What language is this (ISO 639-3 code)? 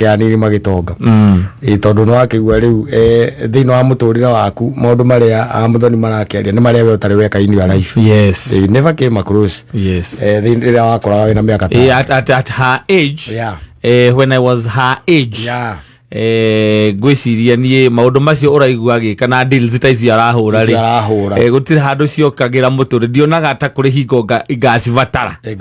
kik